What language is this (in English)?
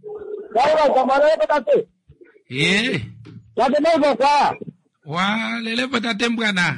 Kuanyama